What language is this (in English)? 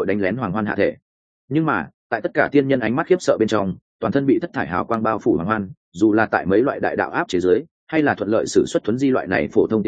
Vietnamese